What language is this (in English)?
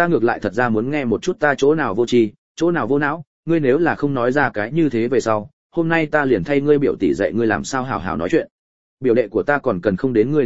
Vietnamese